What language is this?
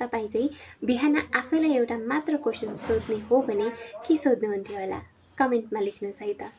Nepali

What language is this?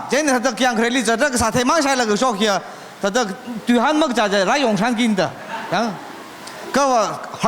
Tangkhul Naga (India)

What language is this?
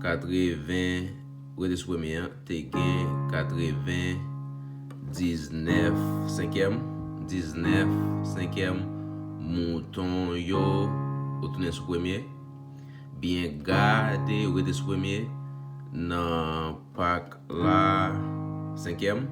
Haitian Creole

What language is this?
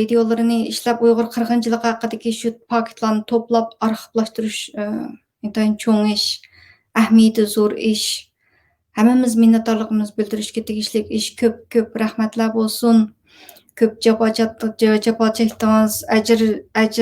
Uyghur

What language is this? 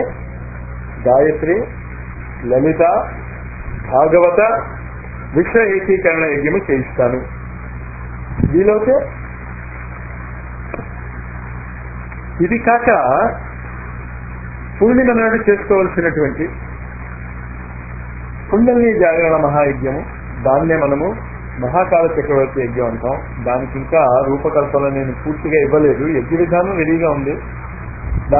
Telugu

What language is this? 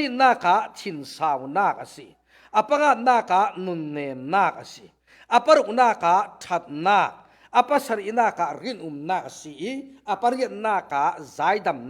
Falam Chin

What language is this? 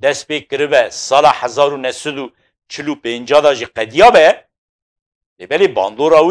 Kurdish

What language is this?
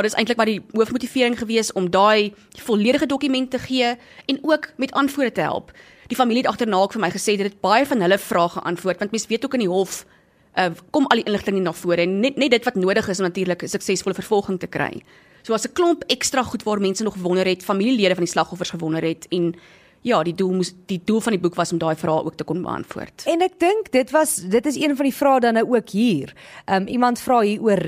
Afrikaans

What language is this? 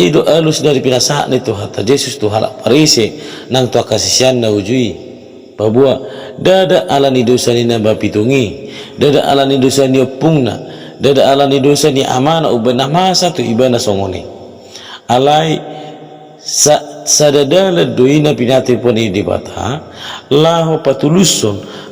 Batak Toba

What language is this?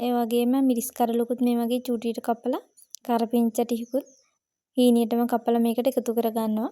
Sinhala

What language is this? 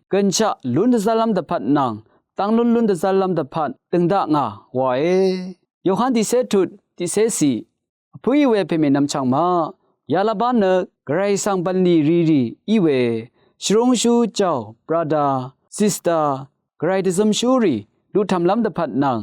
Rawang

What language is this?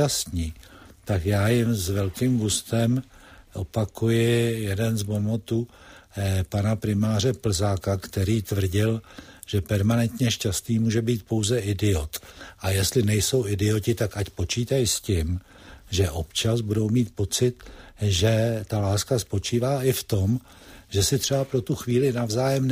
Czech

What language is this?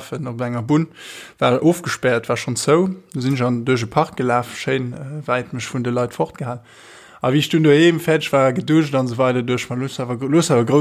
Luxembourgish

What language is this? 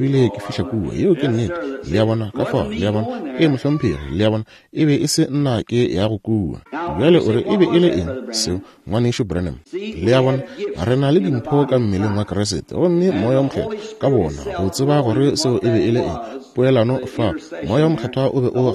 Northern Sotho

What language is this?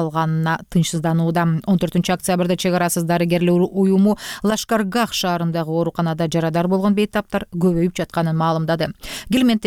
Kyrgyz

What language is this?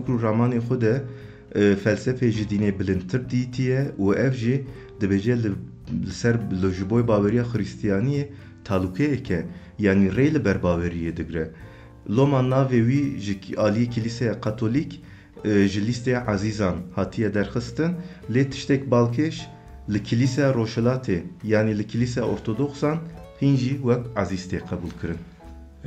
Kurdish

